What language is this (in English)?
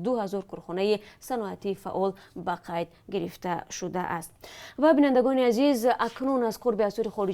Tajik